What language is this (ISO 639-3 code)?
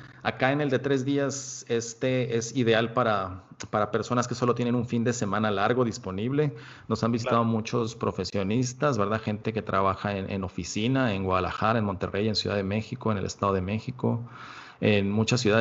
spa